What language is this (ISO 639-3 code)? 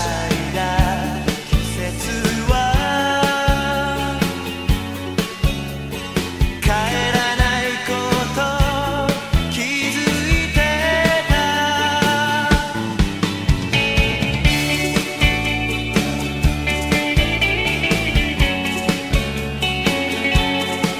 jpn